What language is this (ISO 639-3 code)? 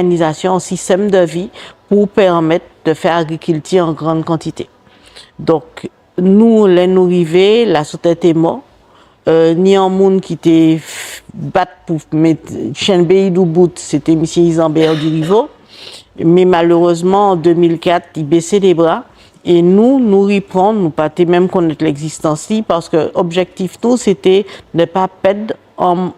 gcf